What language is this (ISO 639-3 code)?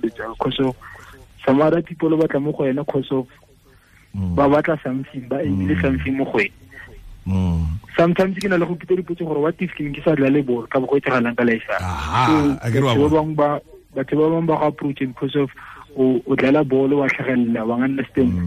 tsn